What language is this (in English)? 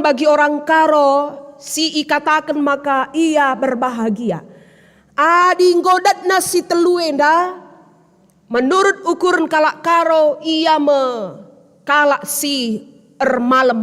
Batak Karo